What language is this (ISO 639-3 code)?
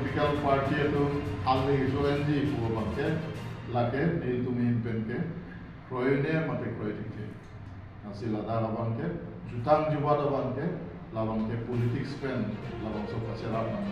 mjw